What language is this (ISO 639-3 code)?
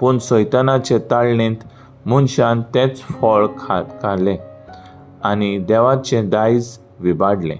kok